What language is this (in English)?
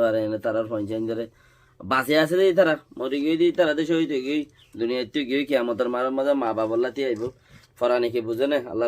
Rohingya